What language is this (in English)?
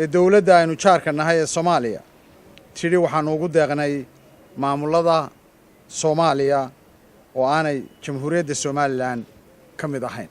Somali